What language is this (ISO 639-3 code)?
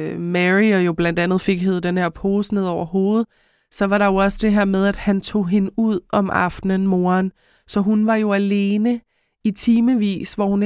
dan